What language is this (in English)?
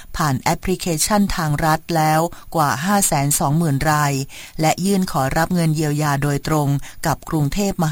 Thai